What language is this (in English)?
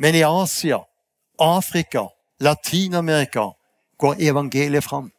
Faroese